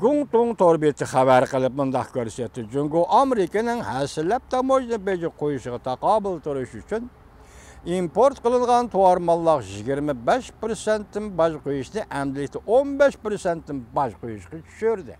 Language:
Uyghur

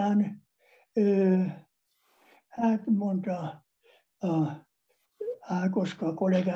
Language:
Hungarian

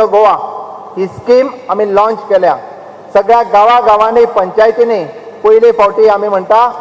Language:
Konkani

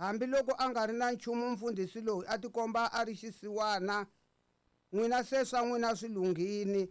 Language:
Tsonga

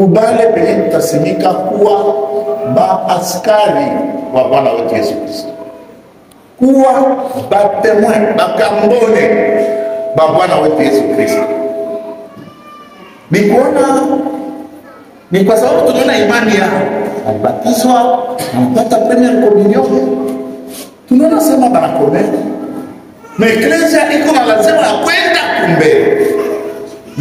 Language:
Swahili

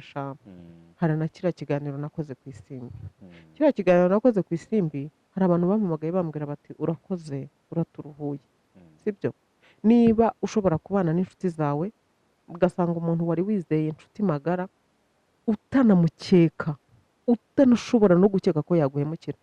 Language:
Kinyarwanda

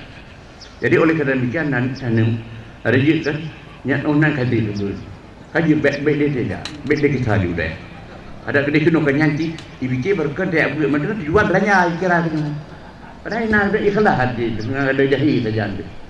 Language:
Achinese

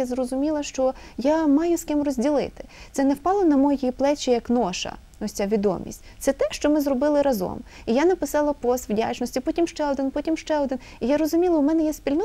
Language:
Ukrainian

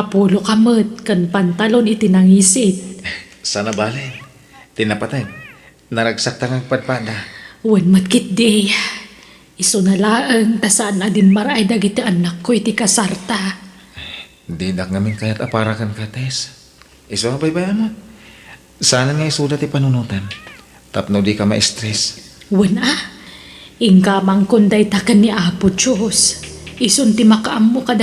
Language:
Iloko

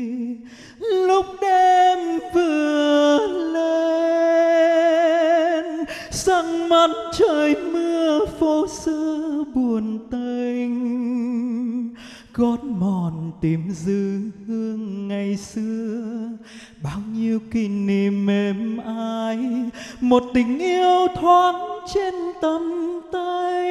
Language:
Vietnamese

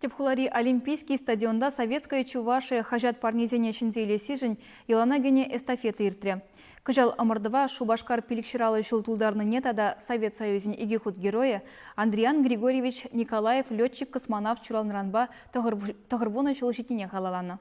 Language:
Chuvash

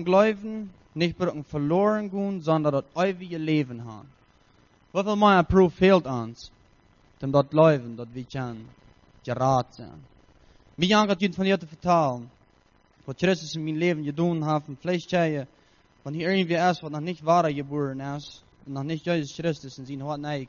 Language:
Plautdietsch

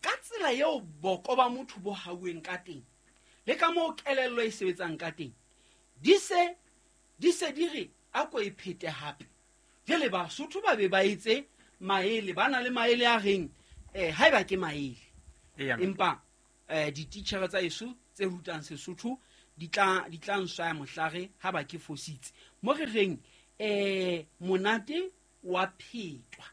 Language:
Southern Sotho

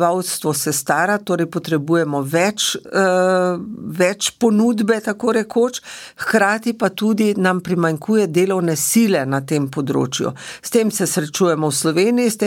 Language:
Slovenian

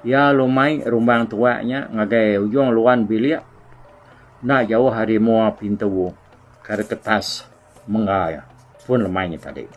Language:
Iban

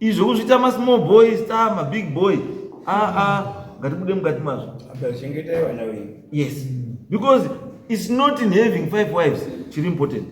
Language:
Shona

